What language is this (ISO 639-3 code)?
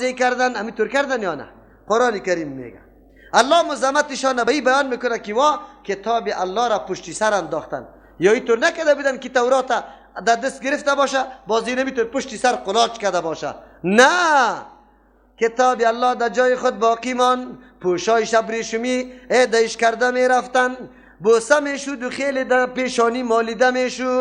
fas